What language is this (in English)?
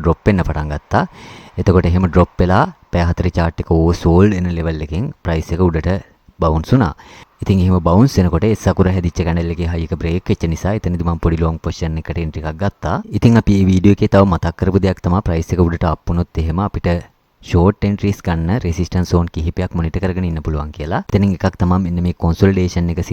Sinhala